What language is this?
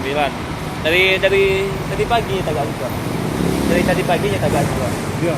Minangkabau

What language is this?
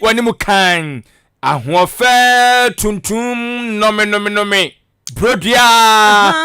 Akan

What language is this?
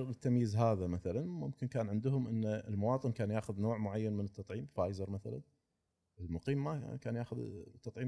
Gulf Arabic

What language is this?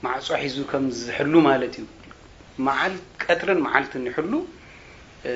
Tigrinya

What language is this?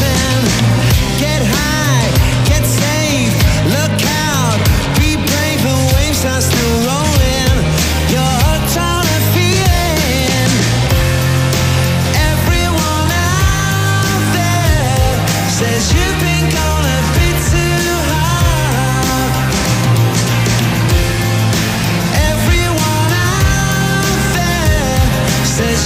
English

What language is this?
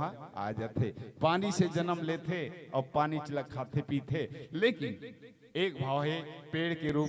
Chhattisgarhi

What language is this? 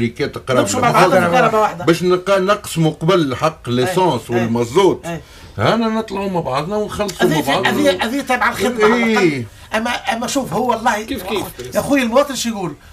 Tunisian Arabic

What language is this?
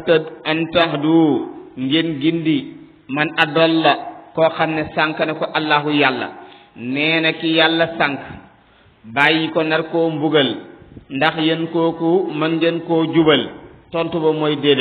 Wolof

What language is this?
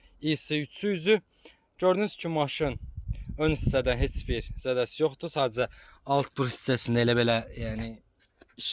Azerbaijani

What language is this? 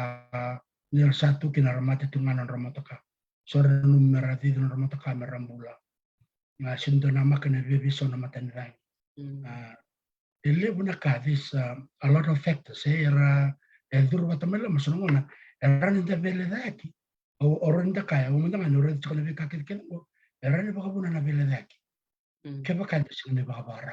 Fijian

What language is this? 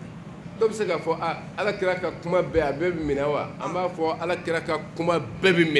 Bambara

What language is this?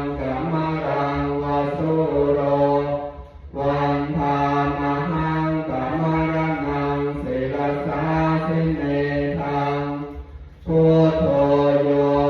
Pali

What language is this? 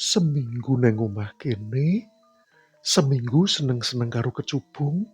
Javanese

